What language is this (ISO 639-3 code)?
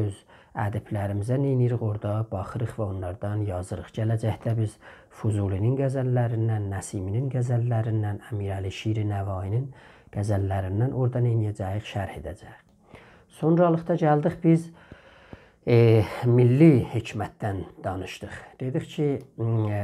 azb